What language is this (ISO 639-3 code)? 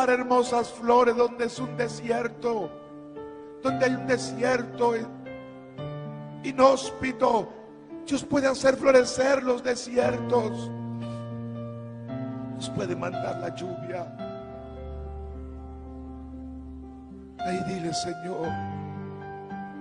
spa